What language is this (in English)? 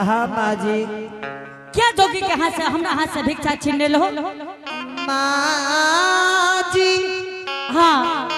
Angika